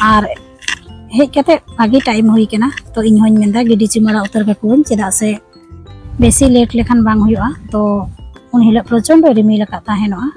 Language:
Santali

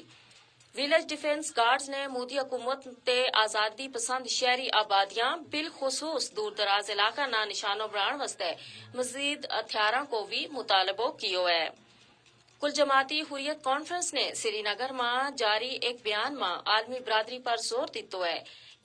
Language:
Gujari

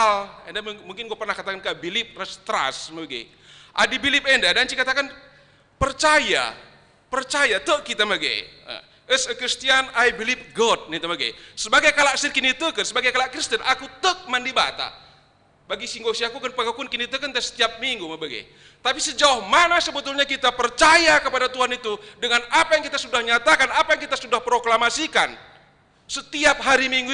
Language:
Batak Karo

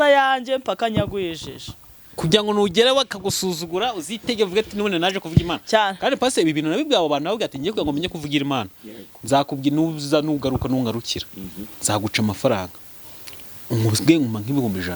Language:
Kinyarwanda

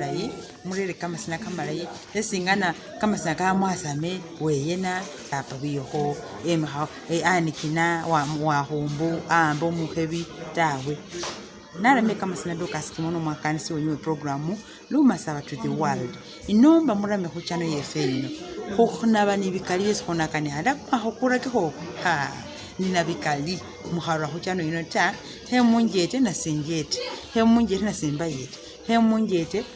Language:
Masaaba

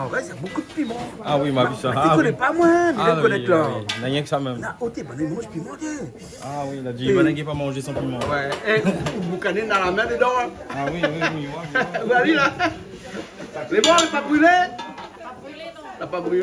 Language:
Réunion Creole French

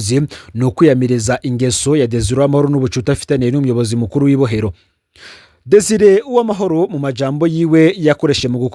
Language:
Rundi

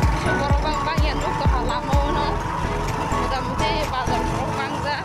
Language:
Kok Borok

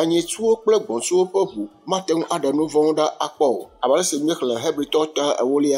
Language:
Ewe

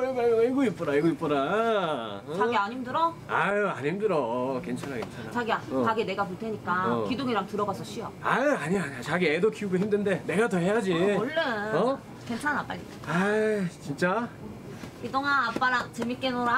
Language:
Korean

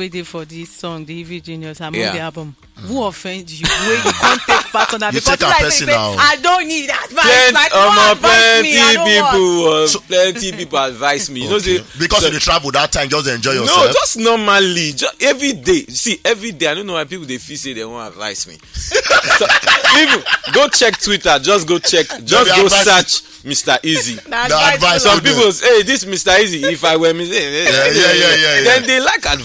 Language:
Nigerian Pidgin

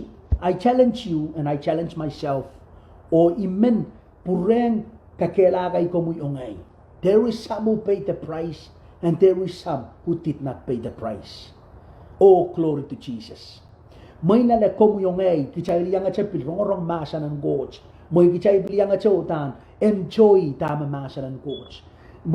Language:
Pohnpeian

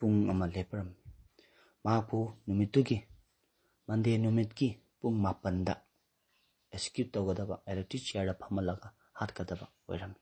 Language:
Manipuri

